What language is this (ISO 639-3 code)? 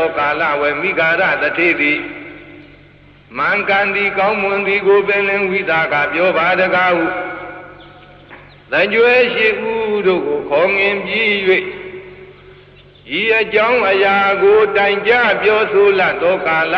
mya